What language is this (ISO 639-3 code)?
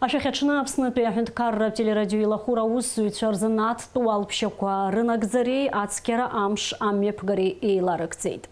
abk